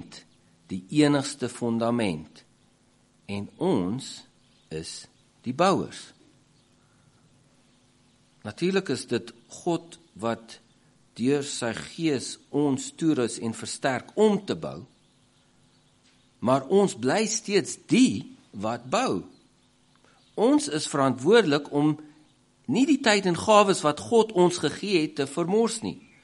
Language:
Afrikaans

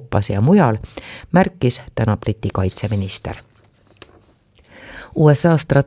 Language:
Estonian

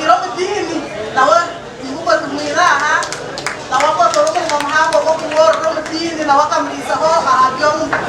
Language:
Nyankole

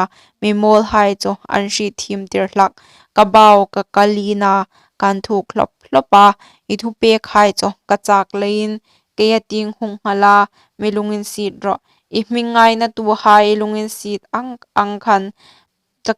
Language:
Hmar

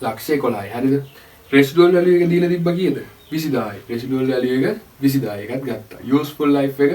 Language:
Sinhala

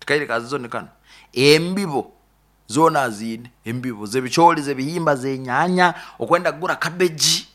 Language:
Nyoro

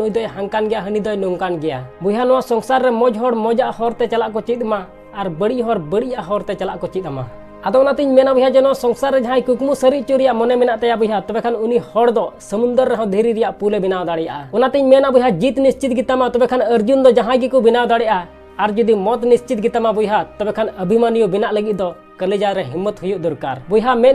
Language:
Santali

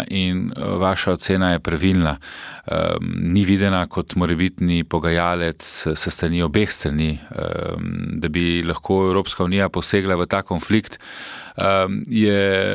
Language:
Slovenian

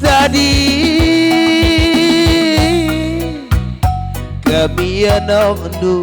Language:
Batak Karo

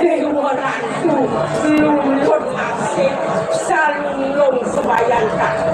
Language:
Balinese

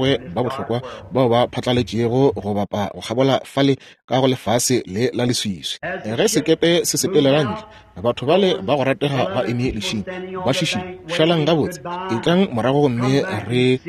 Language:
Northern Sotho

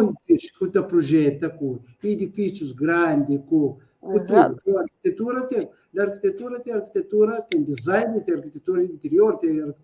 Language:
Kabuverdianu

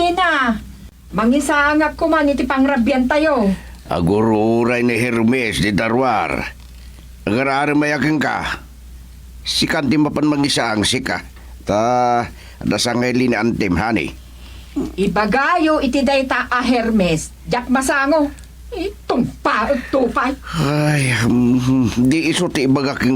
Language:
Iloko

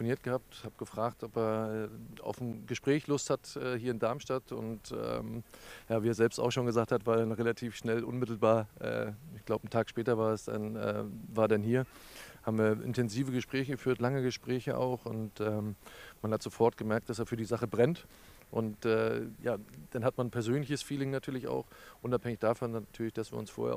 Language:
German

